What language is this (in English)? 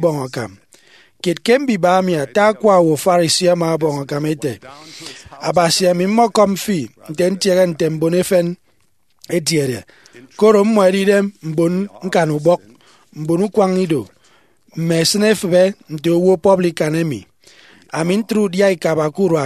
Efik